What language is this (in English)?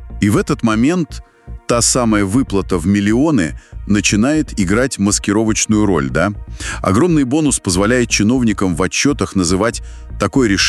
Russian